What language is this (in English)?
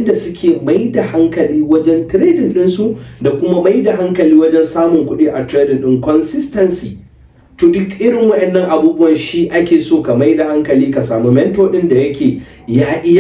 Hausa